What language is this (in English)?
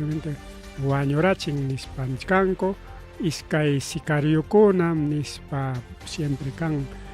Ayacucho Quechua